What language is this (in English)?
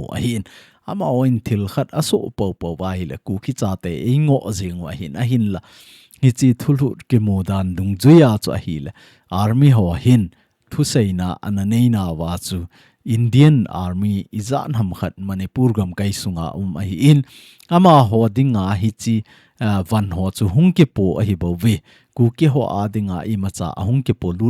Thado Chin